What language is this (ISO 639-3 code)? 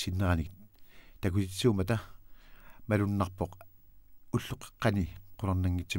kal